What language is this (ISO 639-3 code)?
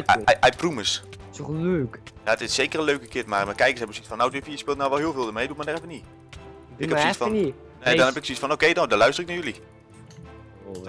nld